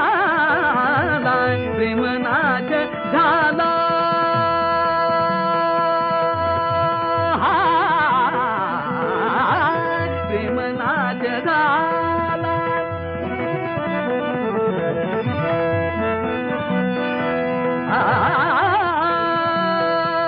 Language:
Marathi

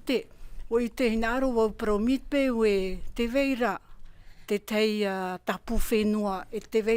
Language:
Tahitian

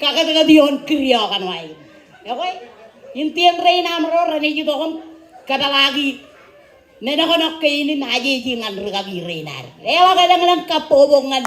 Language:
Marshallese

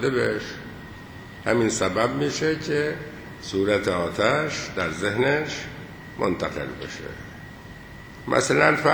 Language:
Persian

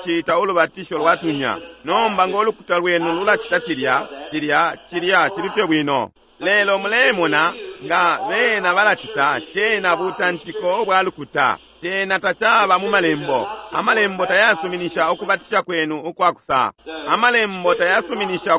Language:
Bemba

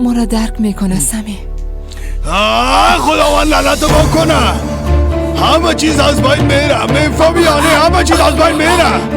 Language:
Persian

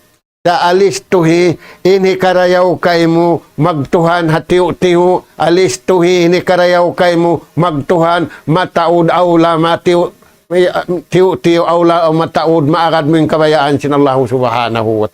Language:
Tausug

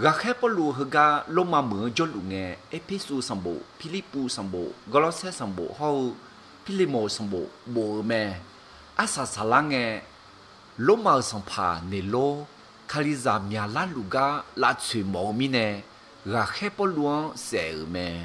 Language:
Akha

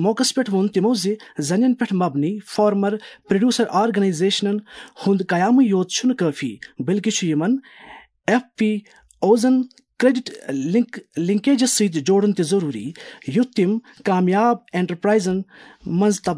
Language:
Kashmiri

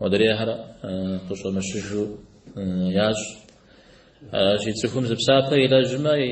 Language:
Kabardian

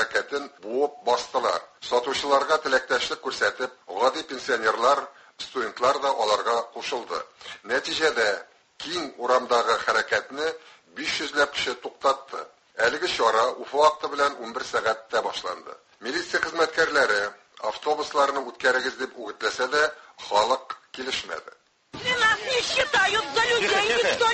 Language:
Tatar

